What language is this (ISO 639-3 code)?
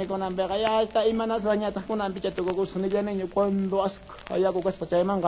quh